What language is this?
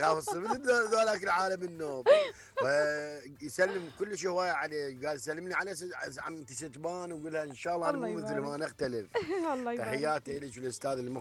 Mesopotamian Arabic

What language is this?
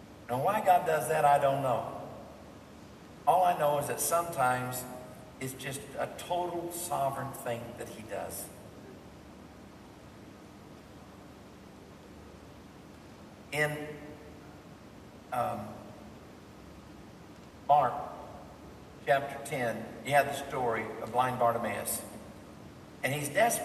English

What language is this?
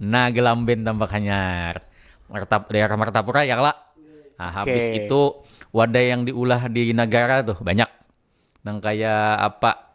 Banjar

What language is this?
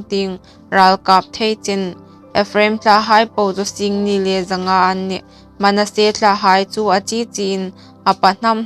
Hmar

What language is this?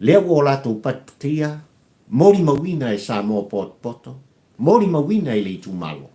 Samoan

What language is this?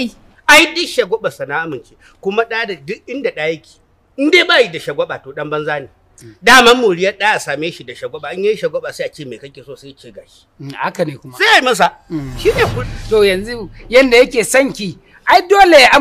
Hausa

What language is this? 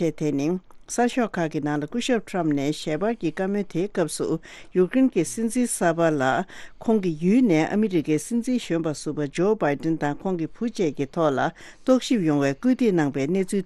Tibetan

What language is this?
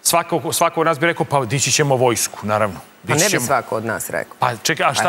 Serbian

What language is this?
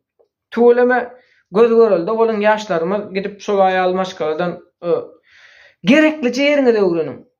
Turkmen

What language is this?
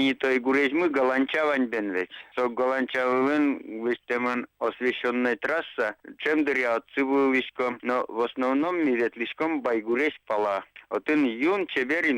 Udmurt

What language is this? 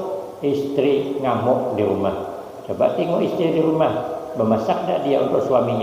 Banjar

